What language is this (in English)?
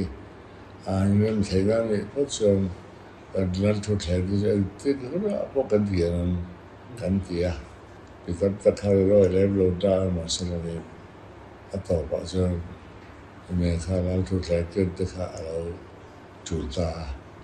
Mizo